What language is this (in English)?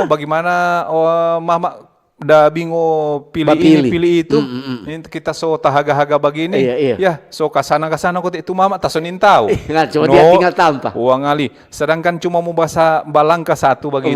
Manado Malay